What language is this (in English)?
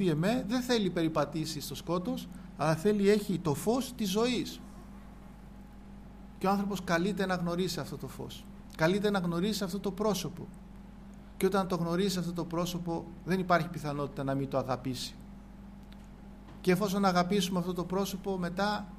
Greek